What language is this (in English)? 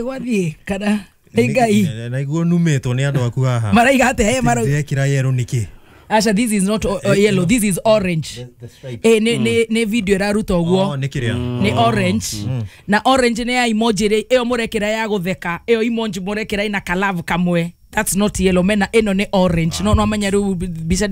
Kikuyu